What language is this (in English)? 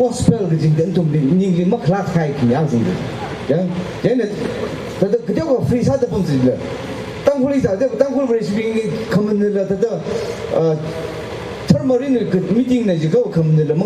Tangkhul Naga (India)